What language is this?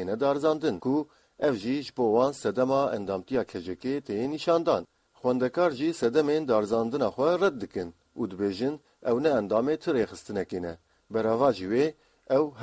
Kurdish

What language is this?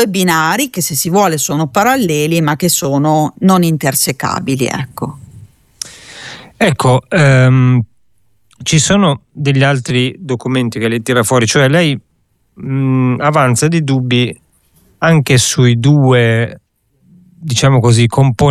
Italian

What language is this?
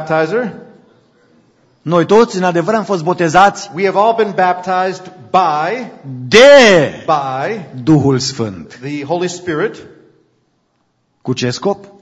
Romanian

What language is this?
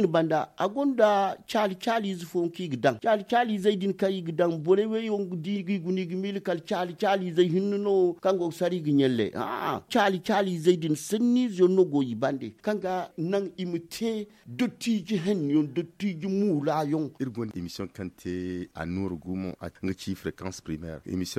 Zarma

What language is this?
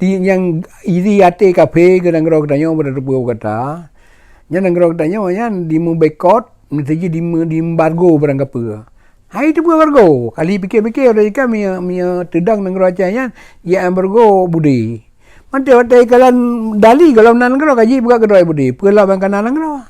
Achinese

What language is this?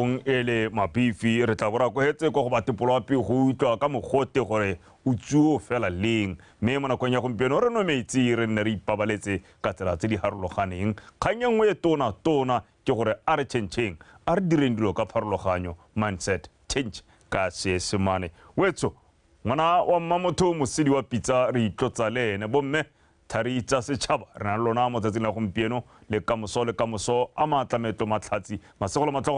Tswana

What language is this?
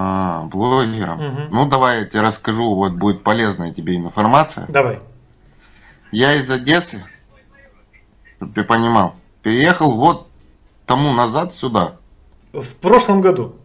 Russian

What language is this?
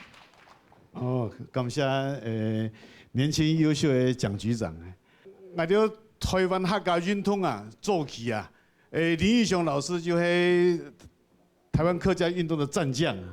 Hakka Chinese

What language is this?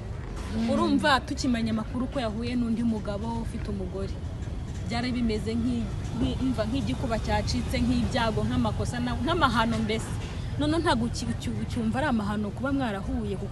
Kinyarwanda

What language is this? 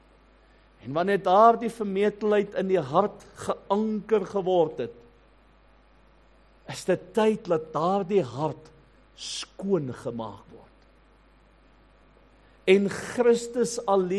Afrikaans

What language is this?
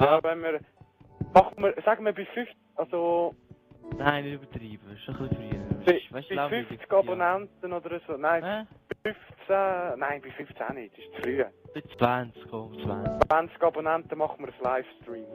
Swiss German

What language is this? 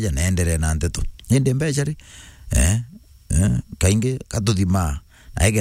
Meru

